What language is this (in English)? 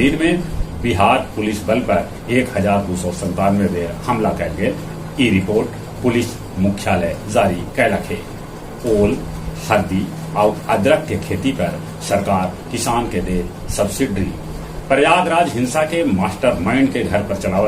Magahi